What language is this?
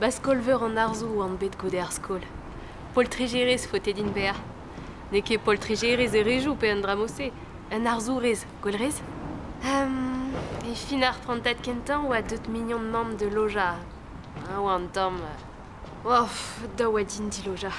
Breton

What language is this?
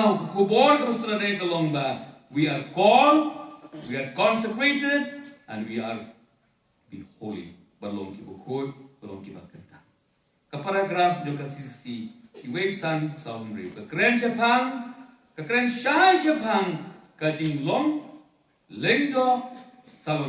Khasi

